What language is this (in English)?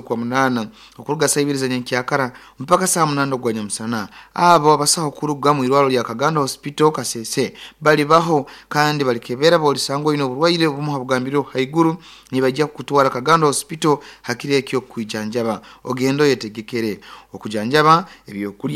Nyoro